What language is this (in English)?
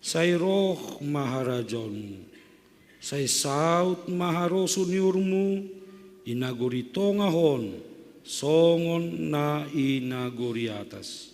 Batak Simalungun